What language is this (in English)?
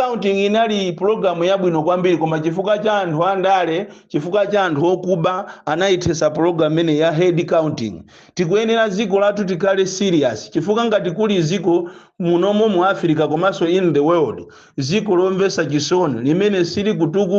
Nyanja